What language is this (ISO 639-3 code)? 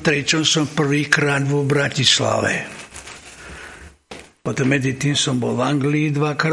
slk